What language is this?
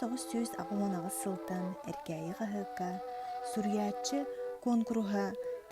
Yakut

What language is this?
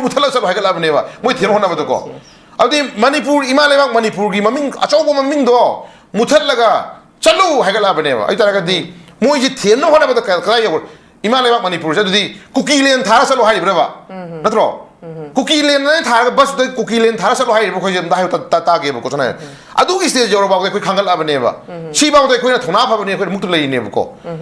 Manipuri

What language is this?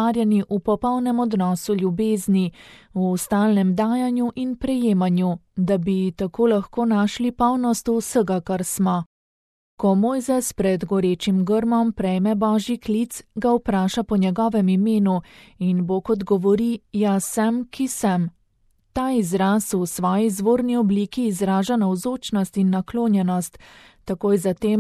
Slovenian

